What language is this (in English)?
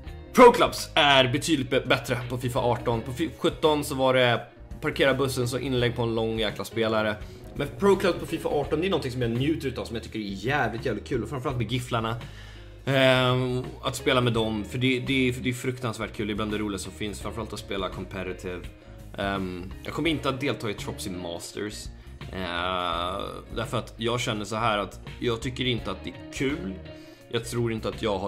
Swedish